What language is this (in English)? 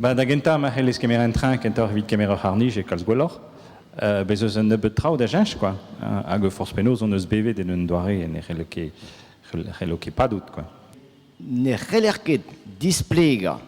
Breton